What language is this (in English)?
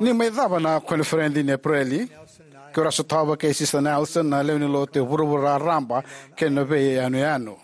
Fijian